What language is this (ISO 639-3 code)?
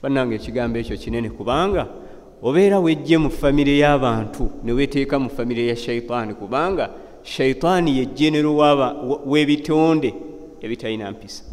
lug